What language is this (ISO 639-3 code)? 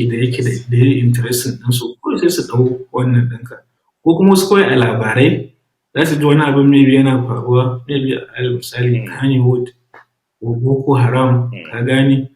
hau